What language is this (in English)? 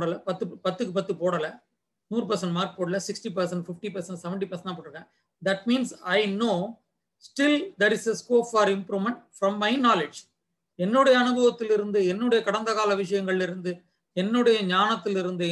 Tamil